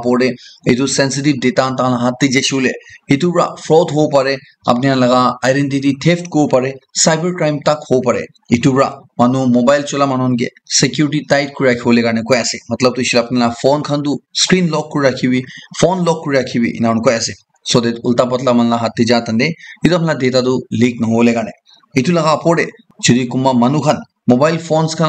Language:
Naga Pidgin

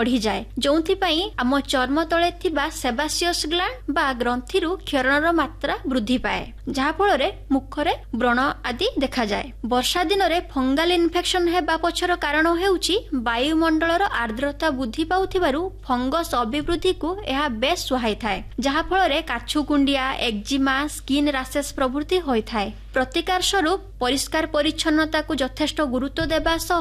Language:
Odia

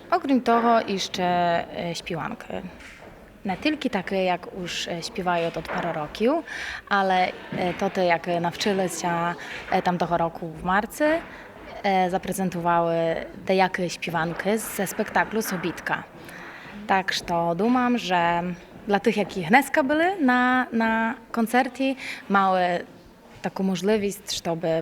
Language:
Rusyn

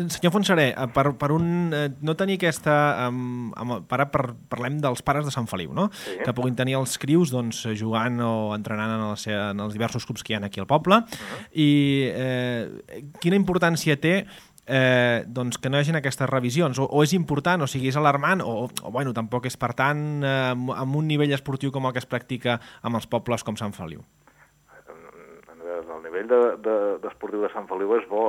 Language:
Catalan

